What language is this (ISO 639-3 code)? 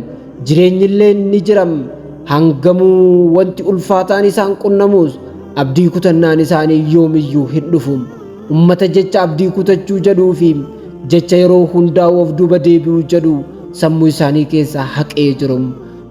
orm